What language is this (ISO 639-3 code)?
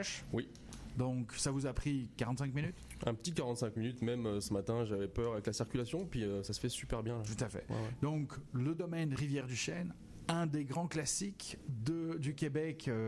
fra